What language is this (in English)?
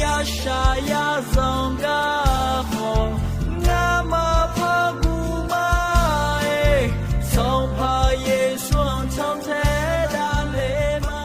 Akha